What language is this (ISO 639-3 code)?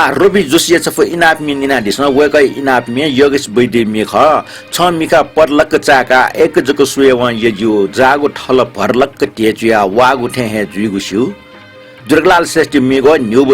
new